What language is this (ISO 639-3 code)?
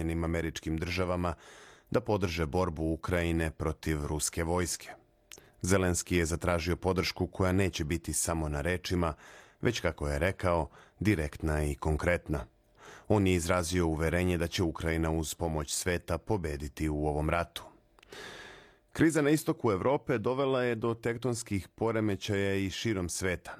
srp